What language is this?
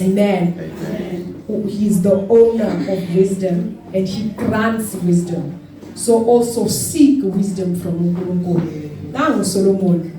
Zulu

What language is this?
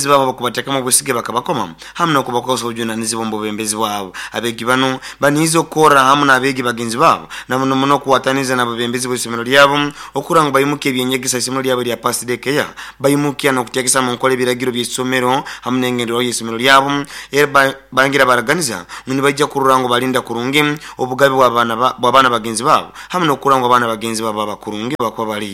Nyoro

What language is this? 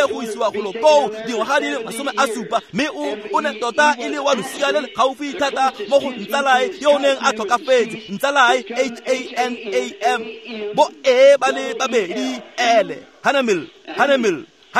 Tswana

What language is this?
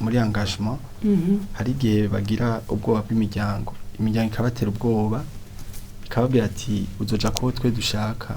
Rundi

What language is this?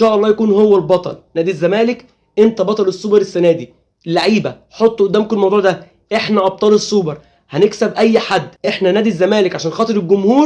Egyptian Arabic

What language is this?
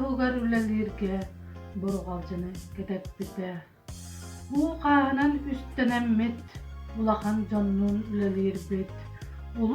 Yakut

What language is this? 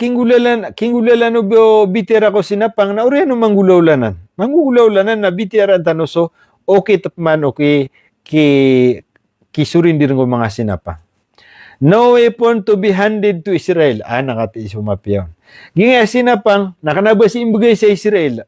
Maranao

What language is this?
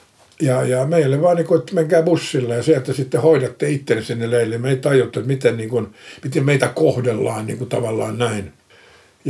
Finnish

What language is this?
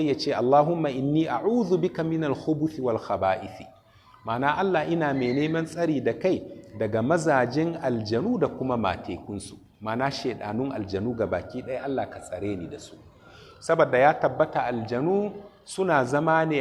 Hausa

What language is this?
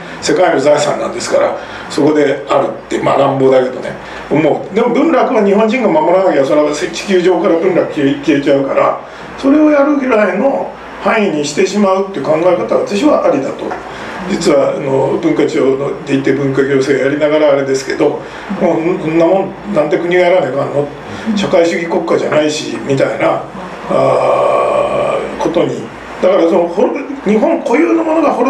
Japanese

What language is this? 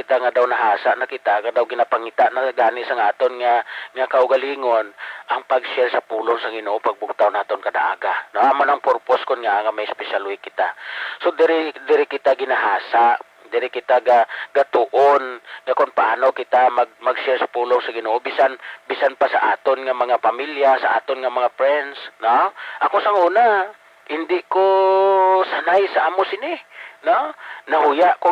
Hiligaynon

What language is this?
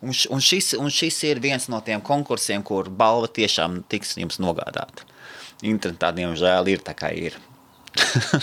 Latvian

